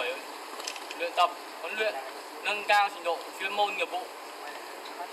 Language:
Vietnamese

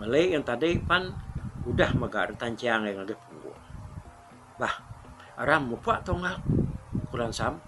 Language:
Iban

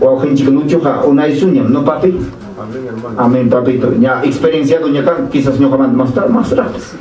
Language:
Ayacucho Quechua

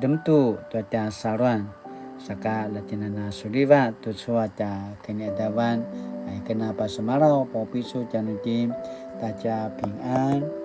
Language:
Paiwan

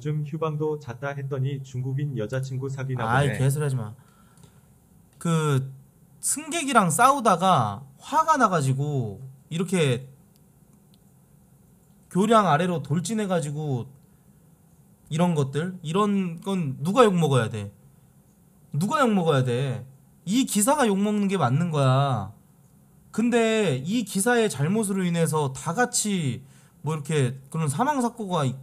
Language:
Korean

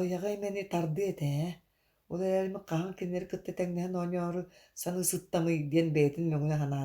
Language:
Yakut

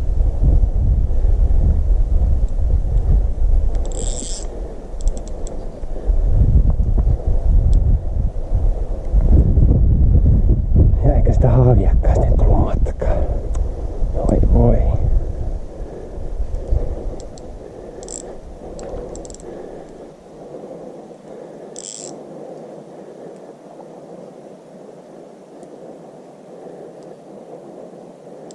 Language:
Finnish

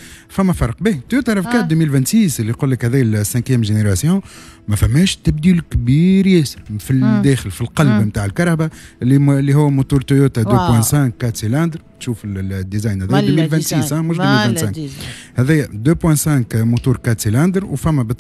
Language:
Tunisian Arabic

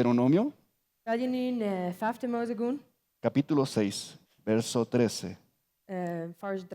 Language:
Plautdietsch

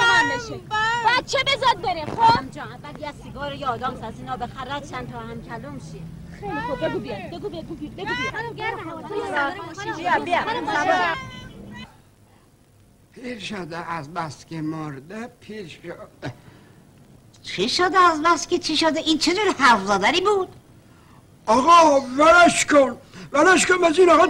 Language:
Persian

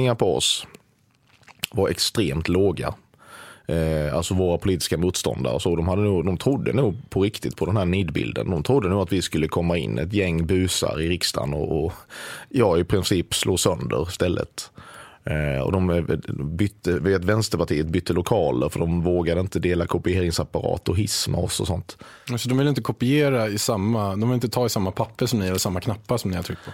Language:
Swedish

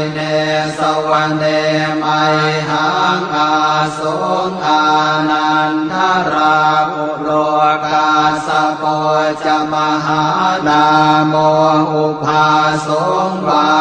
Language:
Pali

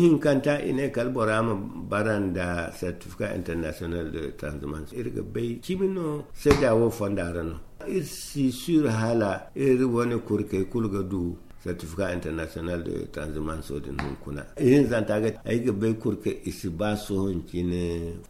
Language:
Zarma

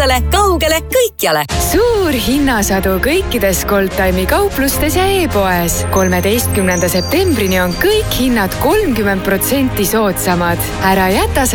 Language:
Estonian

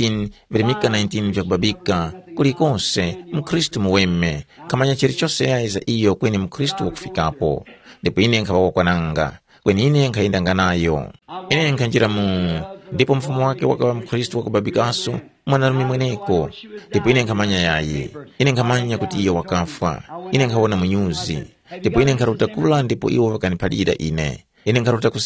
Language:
Tumbuka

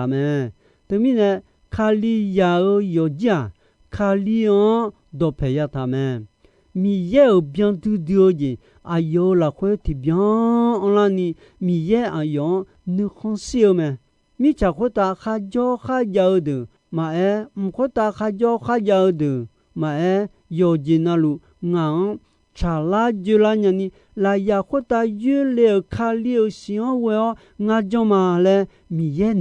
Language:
Akha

